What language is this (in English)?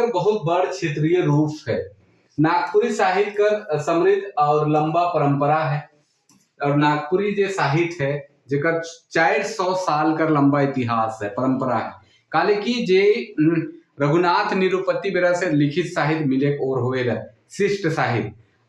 Sadri